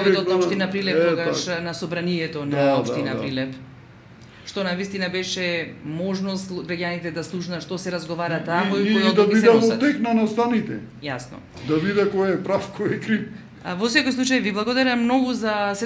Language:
Macedonian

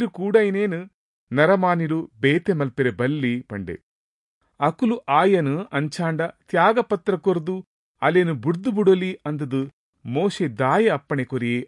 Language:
Tulu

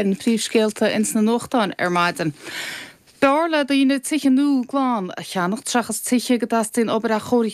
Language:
Irish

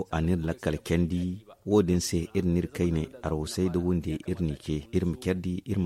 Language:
Zarma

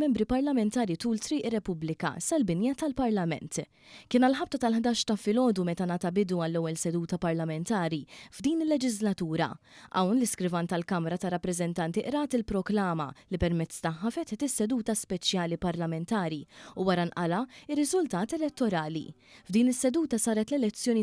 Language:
Maltese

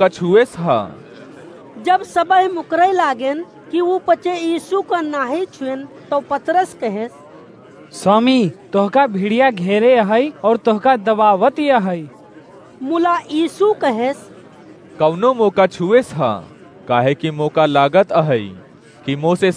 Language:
Awadhi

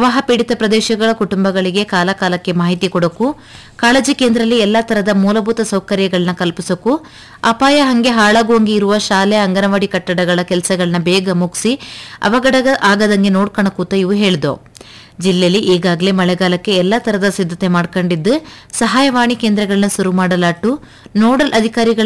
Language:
Kannada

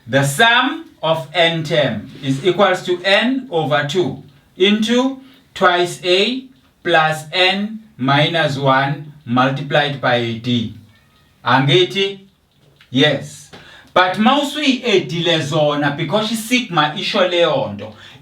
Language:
Zulu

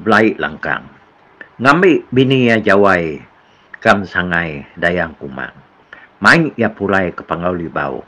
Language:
Iban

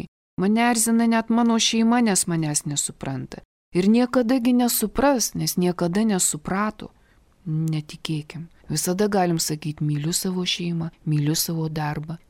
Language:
Lithuanian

